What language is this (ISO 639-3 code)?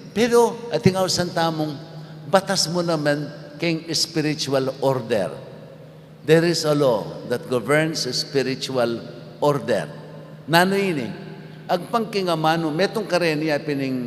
pam